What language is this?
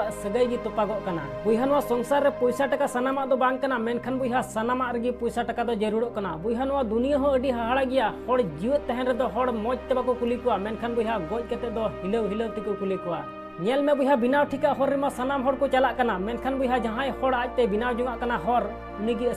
Santali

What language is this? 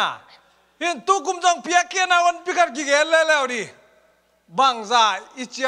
Tedim Chin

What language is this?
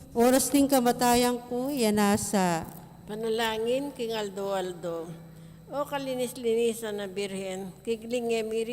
Pampanga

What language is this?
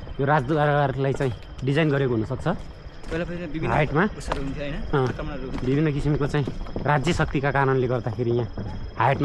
Nepali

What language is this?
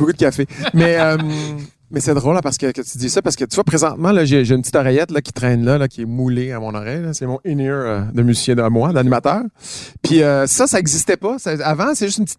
French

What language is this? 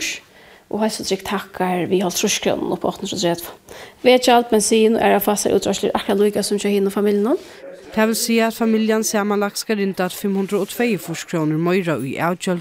Faroese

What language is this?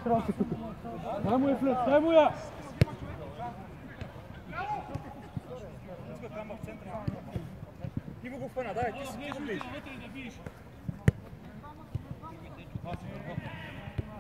Bulgarian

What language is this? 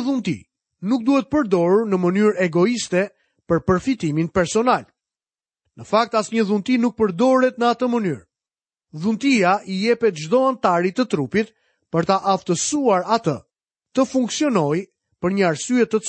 Albanian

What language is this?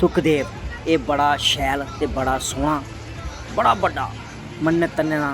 Dogri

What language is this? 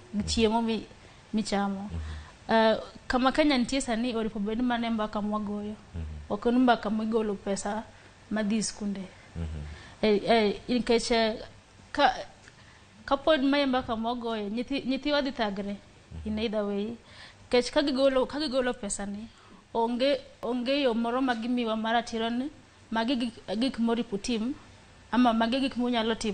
Luo (Kenya and Tanzania)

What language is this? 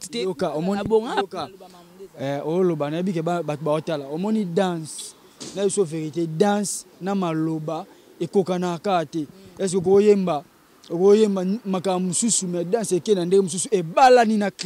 Lingala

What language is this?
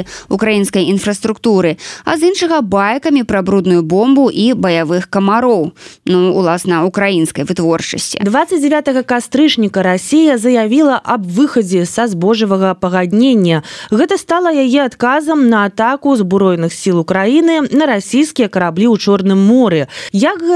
Belarusian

